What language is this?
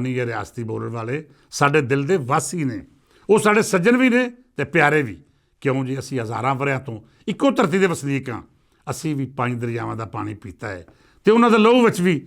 Western Panjabi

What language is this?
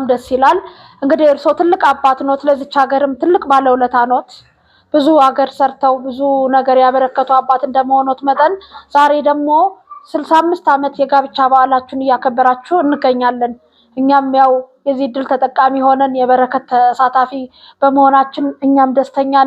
Amharic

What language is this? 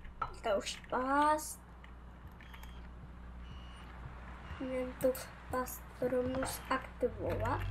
Czech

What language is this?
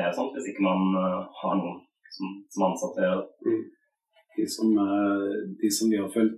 Norwegian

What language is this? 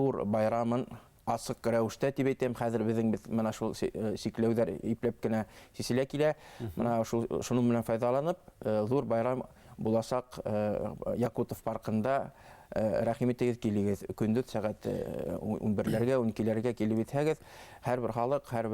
Bashkir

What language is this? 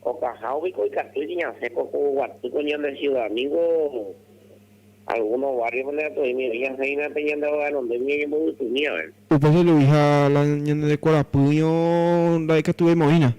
Guarani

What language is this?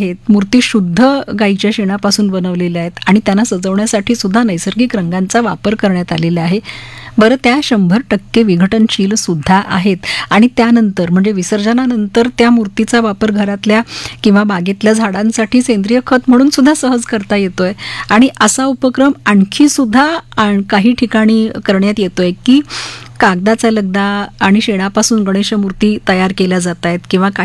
Marathi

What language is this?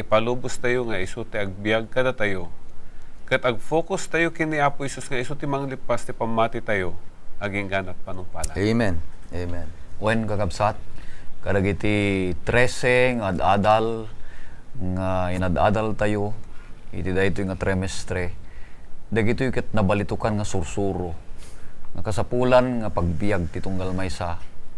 Iloko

